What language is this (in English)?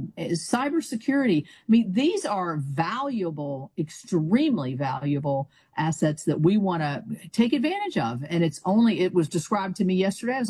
English